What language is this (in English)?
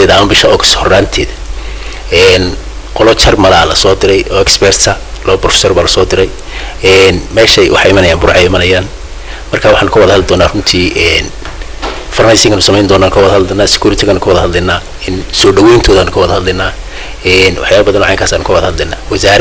Somali